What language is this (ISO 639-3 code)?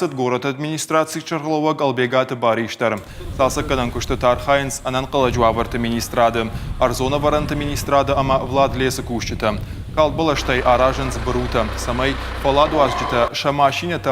oss